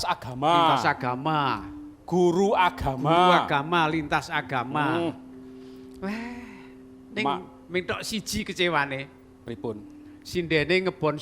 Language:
Javanese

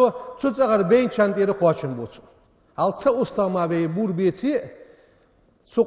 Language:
Ingush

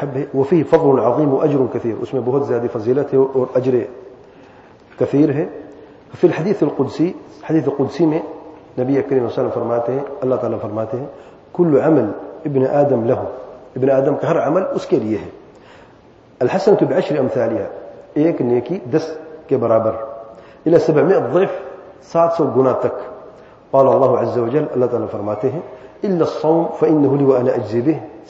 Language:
Urdu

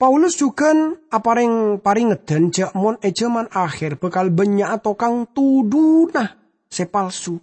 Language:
Madurese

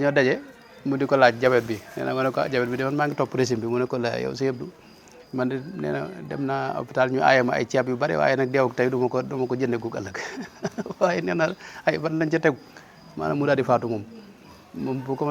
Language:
Wolof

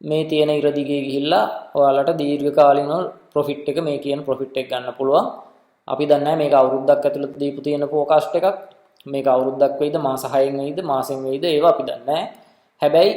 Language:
Sinhala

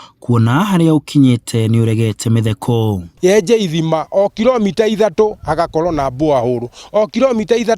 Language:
Kikuyu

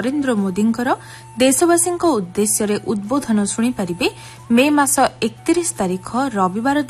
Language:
Odia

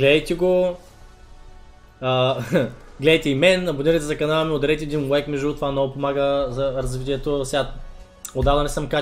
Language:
Bulgarian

